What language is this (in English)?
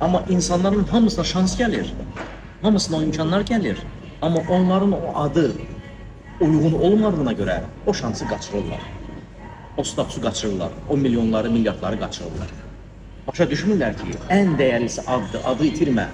Azerbaijani